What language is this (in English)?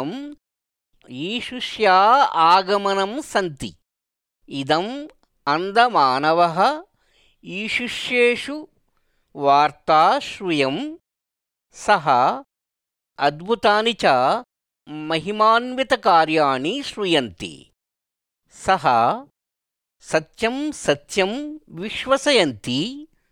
Sanskrit